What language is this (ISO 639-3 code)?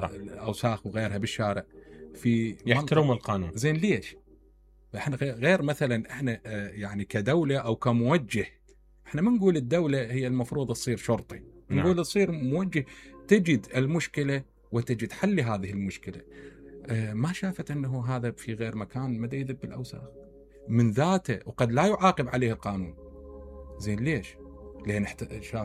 acm